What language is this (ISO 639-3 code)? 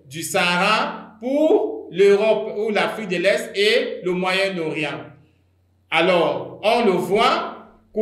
fra